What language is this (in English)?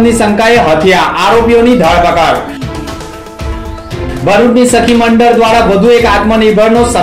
Gujarati